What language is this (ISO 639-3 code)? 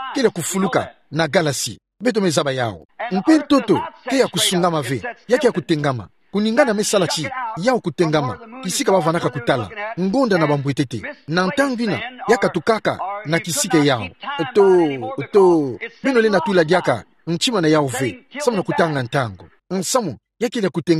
ktu